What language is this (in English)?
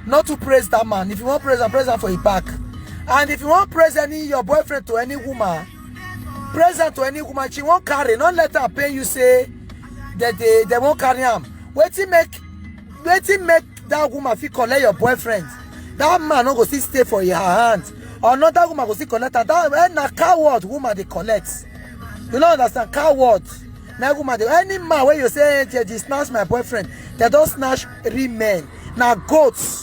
Nigerian Pidgin